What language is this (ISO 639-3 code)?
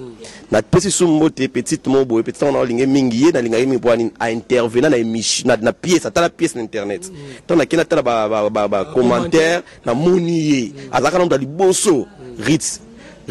lin